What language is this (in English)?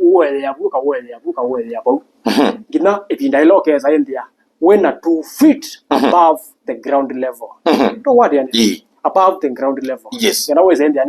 Kamba